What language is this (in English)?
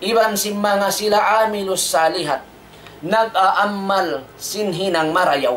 Tausug